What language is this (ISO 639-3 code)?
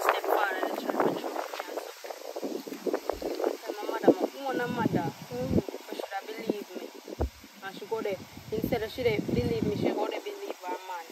jam